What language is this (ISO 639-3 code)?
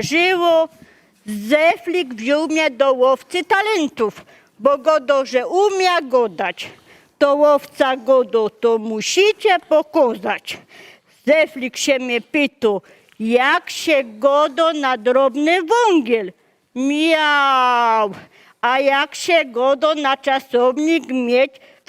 szl